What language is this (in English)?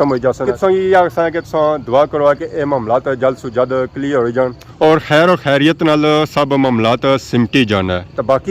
Pahari-Potwari